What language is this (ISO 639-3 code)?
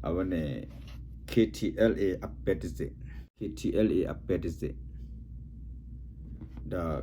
ksw